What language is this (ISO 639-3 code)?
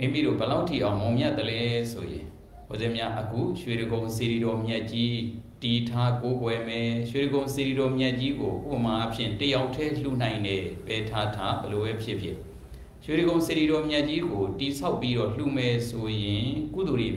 mya